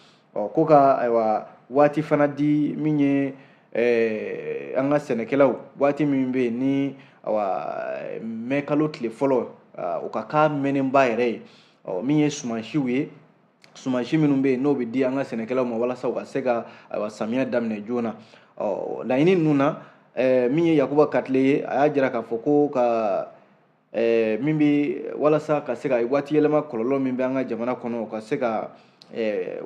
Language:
Bambara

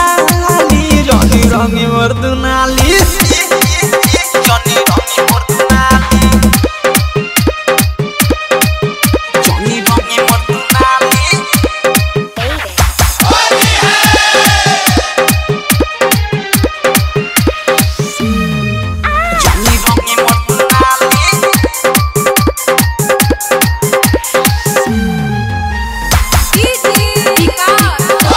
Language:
Bhojpuri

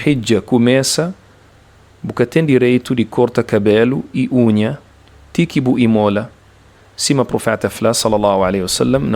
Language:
Kabuverdianu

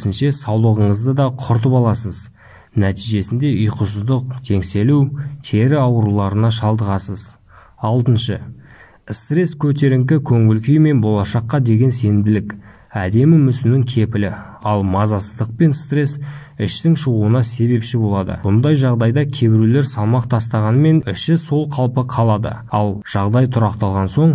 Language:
Kazakh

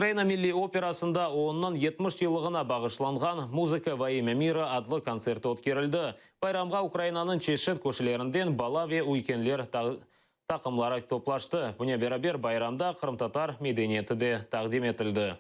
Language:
Crimean Tatar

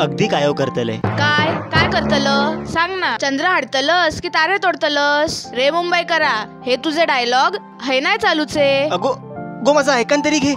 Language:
Konkani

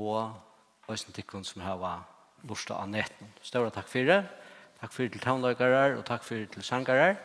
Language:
Faroese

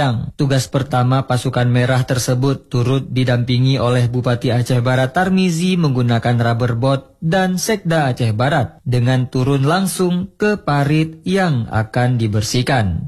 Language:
Indonesian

